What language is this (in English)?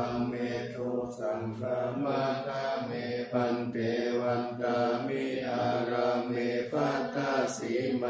Pali